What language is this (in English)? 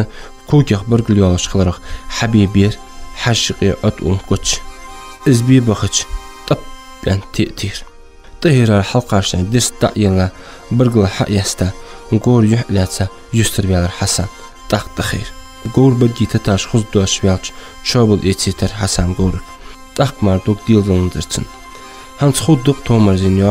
Ingush